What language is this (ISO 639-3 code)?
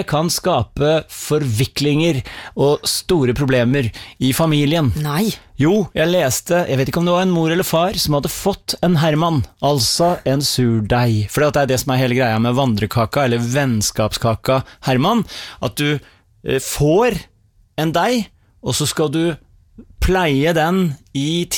nor